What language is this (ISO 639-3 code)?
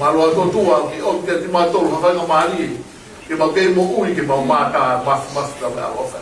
ton